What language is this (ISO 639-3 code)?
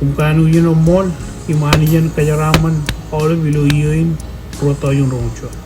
mah